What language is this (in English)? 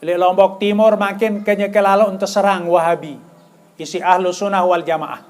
Sasak